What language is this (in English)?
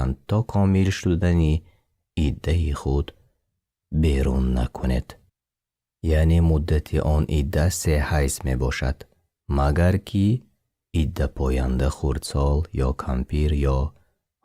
Tajik